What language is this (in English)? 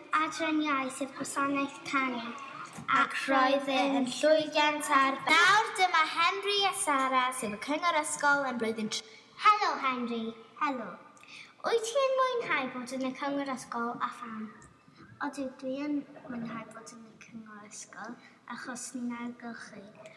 Welsh